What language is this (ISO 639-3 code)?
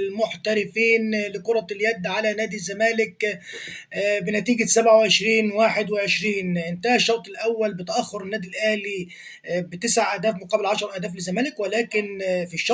arz